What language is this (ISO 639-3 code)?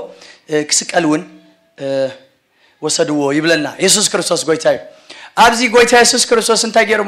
tir